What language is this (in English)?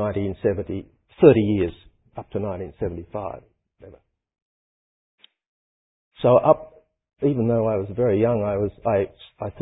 English